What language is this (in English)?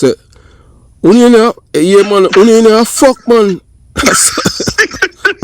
Jamaican Creole English